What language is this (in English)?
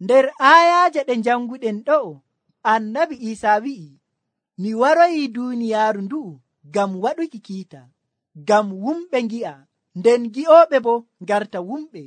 Nigerian Fulfulde